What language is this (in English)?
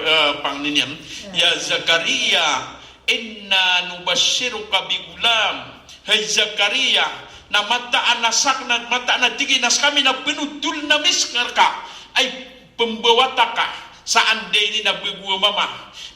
Maranao